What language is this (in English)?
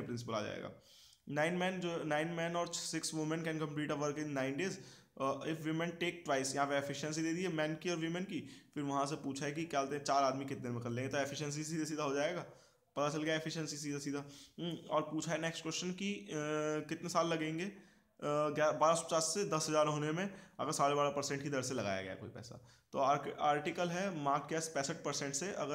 Hindi